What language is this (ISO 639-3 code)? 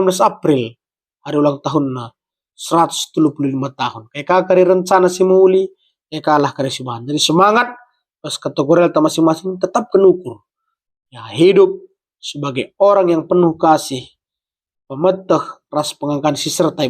btx